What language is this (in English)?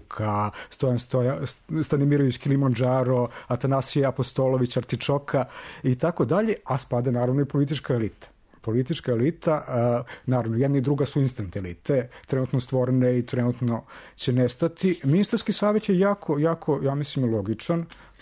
Serbian